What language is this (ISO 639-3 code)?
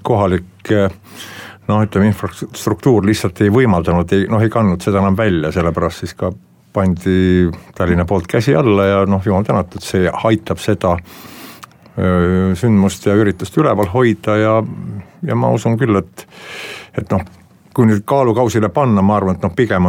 est